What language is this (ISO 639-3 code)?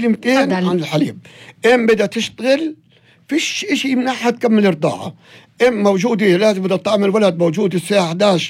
apc